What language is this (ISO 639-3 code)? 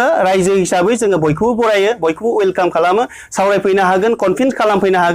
brx